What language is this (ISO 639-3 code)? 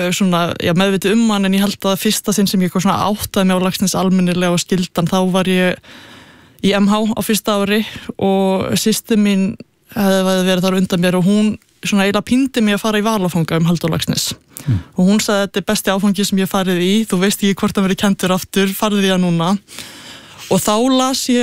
isl